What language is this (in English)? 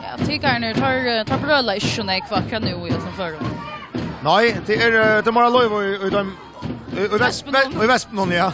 Faroese